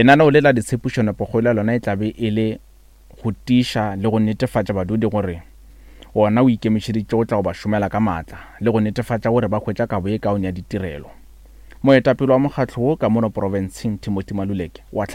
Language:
Northern Sotho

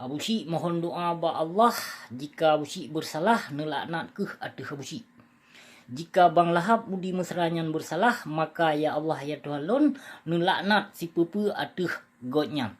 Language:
Achinese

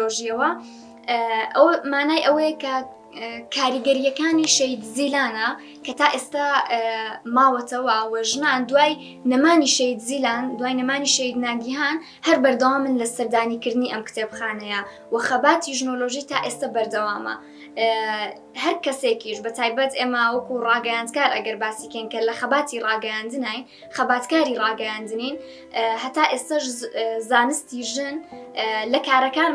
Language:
Central Kurdish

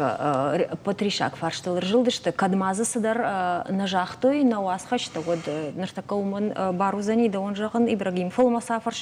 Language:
Ossetic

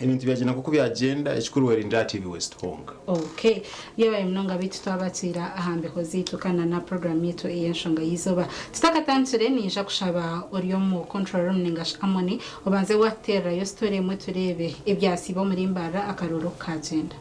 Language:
Nyankole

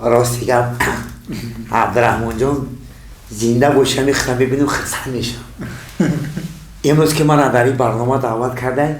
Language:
Tajik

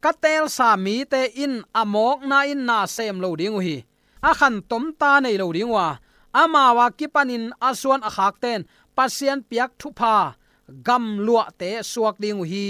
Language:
Tedim Chin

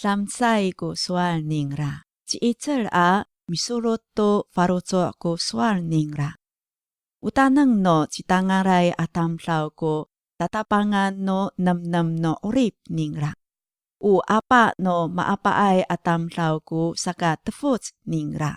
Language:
Amis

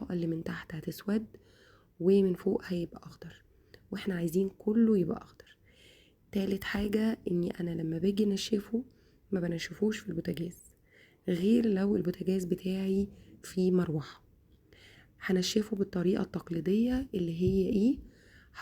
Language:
Egyptian Arabic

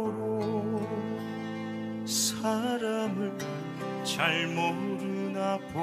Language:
Korean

